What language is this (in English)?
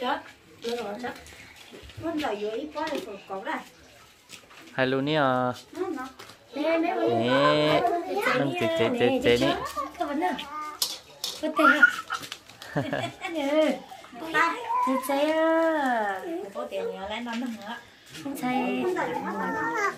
Vietnamese